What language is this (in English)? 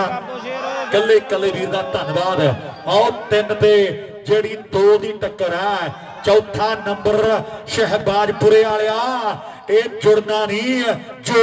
Punjabi